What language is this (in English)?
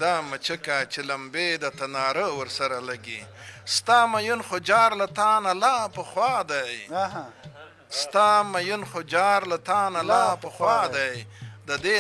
Pashto